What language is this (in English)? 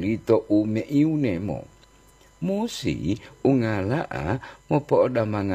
Gorontalo